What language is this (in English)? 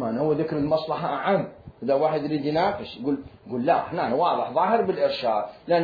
Mesopotamian Arabic